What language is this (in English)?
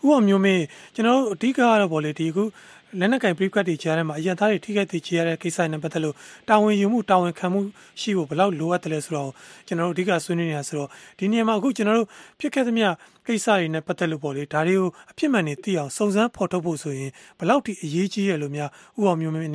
Burmese